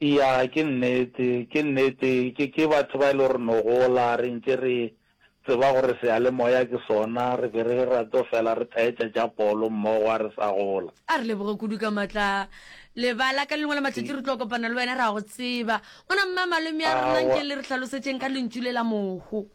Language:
Northern Sotho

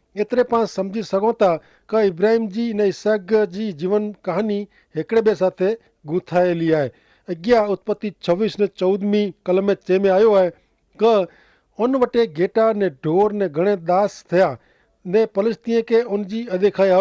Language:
Kachhi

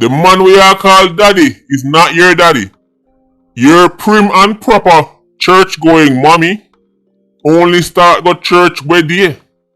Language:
Jamaican Creole English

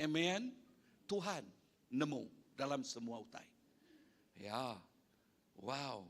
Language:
Iban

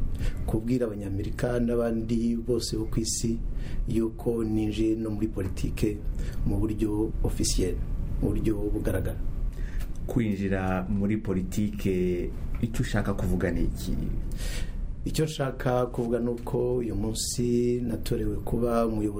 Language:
Kinyarwanda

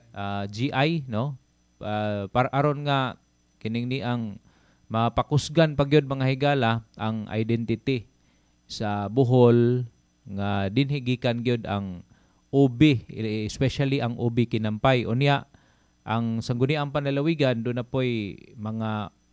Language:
Cebuano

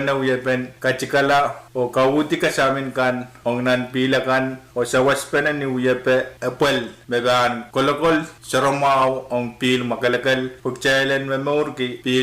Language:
Pohnpeian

